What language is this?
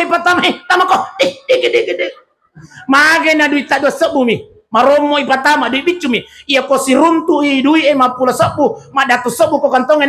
Buginese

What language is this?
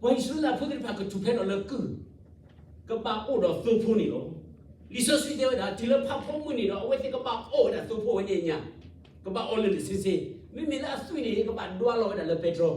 S'gaw Karen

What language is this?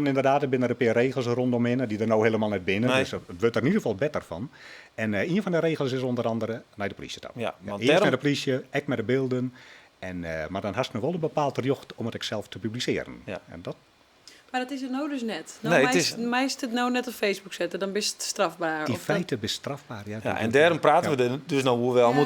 Western Frisian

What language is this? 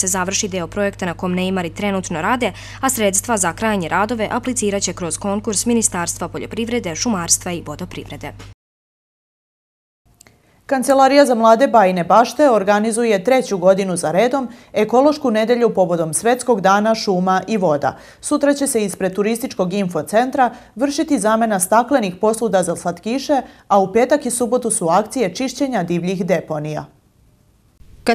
Serbian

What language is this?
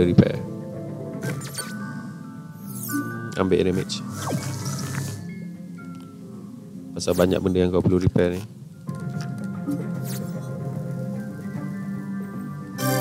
Malay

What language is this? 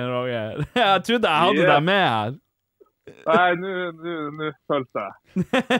Norwegian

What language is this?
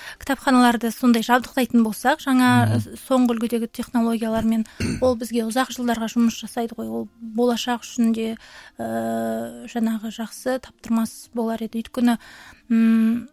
Kazakh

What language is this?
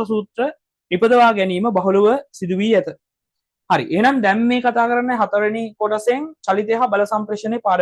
Sinhala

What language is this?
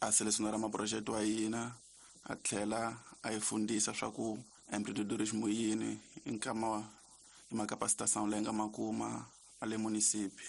Tsonga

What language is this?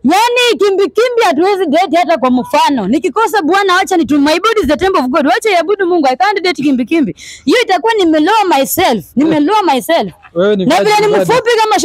Swahili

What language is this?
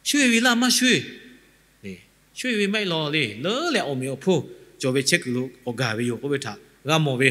Lahu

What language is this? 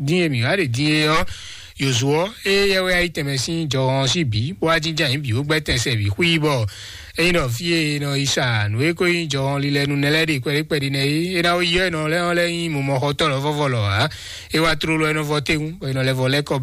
Fon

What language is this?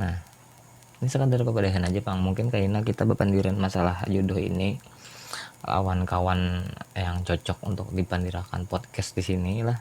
Banjar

